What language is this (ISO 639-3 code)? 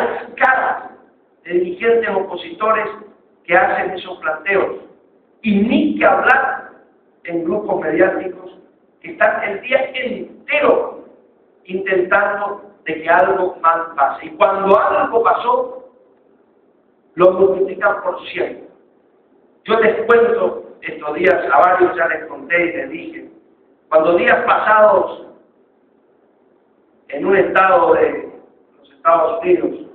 spa